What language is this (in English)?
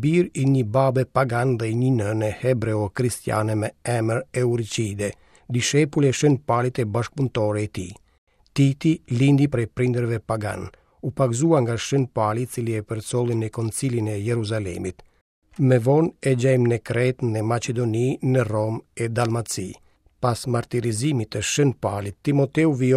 Albanian